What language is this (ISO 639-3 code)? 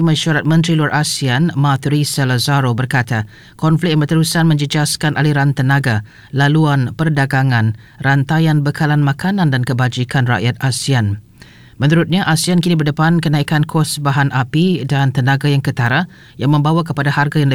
msa